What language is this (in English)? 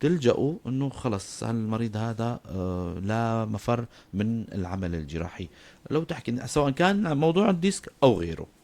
North Levantine Arabic